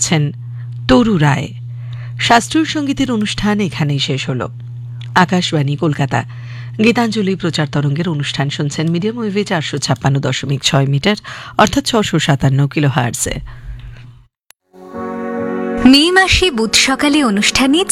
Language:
Bangla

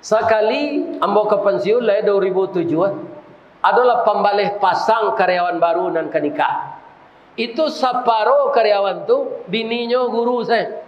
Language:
Minangkabau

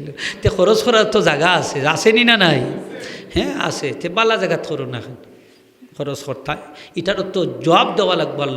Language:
Sylheti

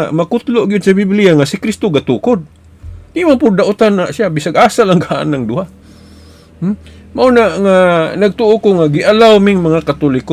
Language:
Cebuano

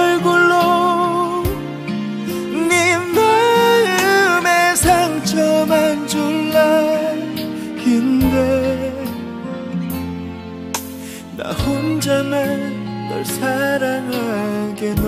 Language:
Korean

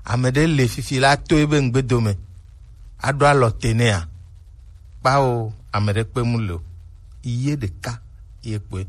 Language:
Gen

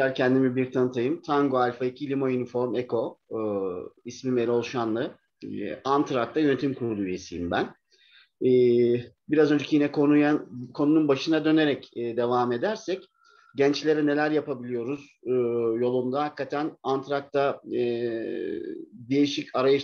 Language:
Turkish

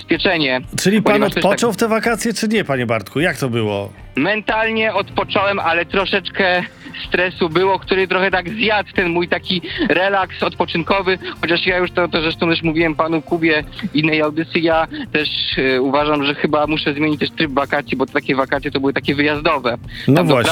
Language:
Polish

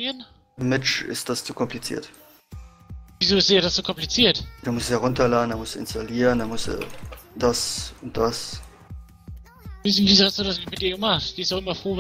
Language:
German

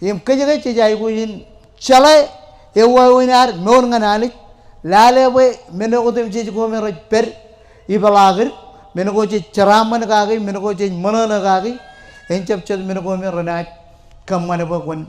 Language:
Marshallese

